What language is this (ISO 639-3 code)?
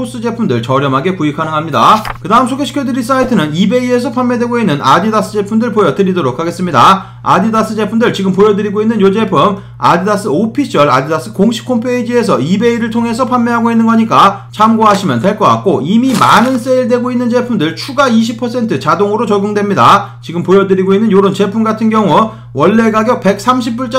kor